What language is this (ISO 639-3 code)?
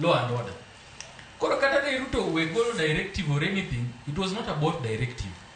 luo